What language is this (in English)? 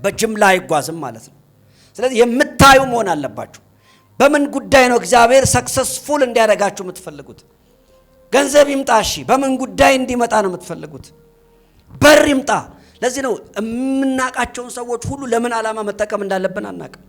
Amharic